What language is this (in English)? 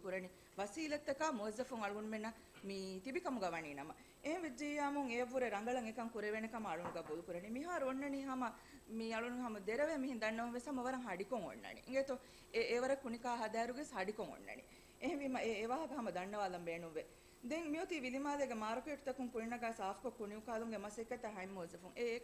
Divehi